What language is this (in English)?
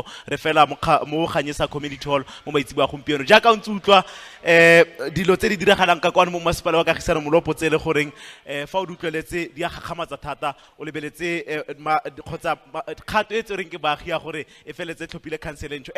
Tswana